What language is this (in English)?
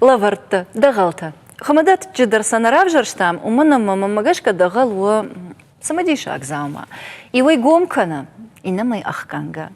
Ossetic